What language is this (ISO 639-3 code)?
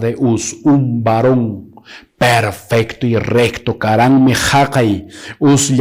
que